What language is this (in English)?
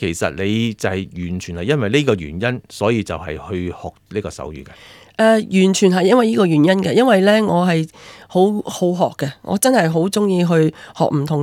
Cantonese